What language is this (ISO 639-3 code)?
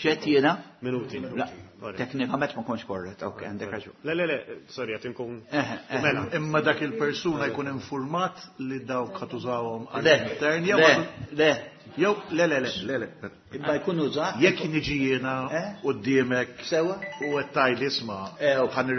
mlt